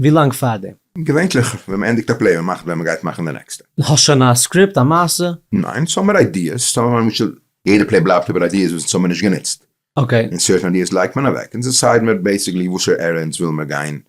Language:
Yiddish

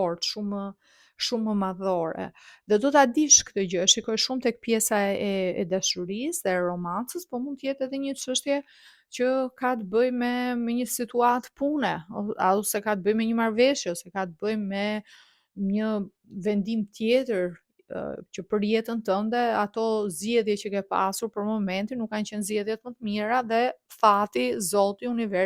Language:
Albanian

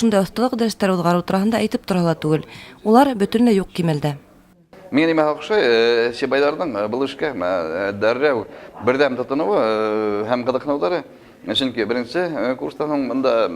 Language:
Bashkir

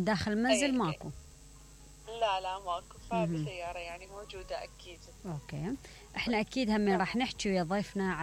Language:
Mesopotamian Arabic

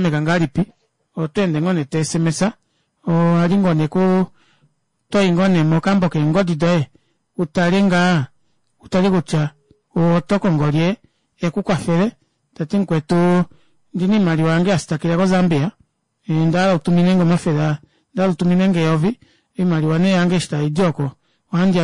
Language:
Kuanyama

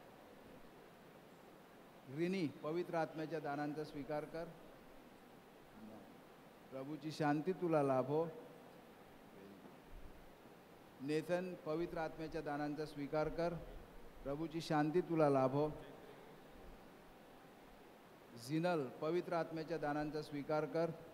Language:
Marathi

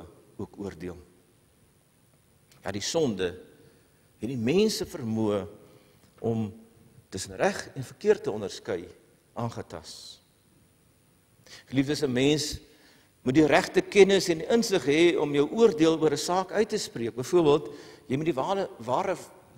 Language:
Afrikaans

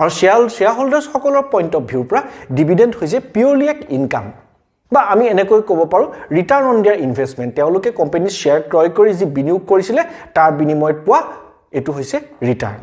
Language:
Assamese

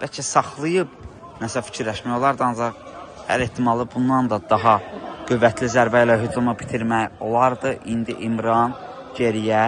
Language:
Azerbaijani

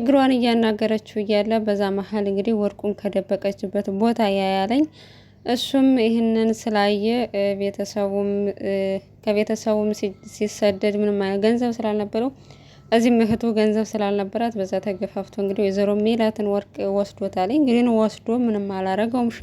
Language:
Amharic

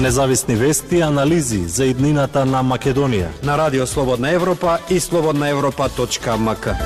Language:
Macedonian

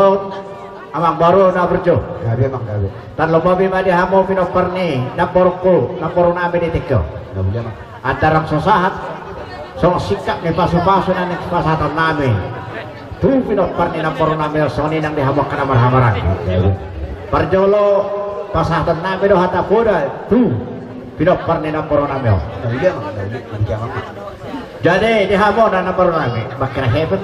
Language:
Batak Toba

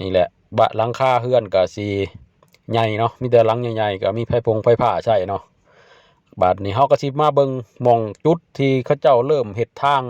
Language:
Lao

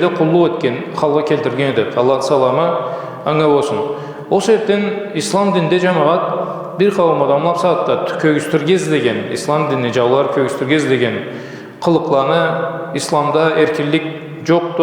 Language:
Karachay-Balkar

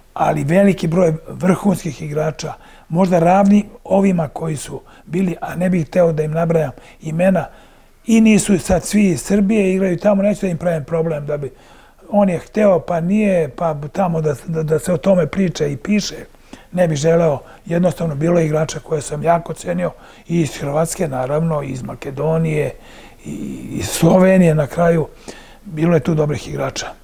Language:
Serbian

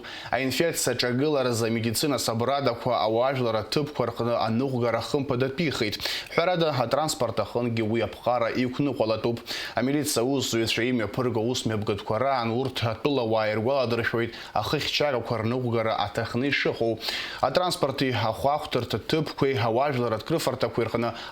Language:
Abkhazian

